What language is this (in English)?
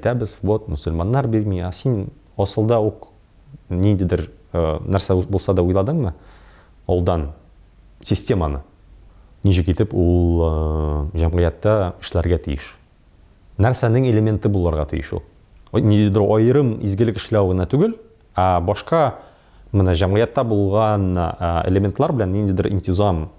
Tatar